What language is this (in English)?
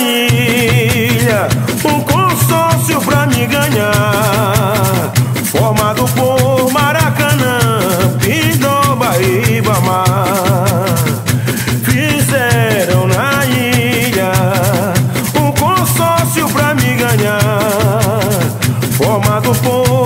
Portuguese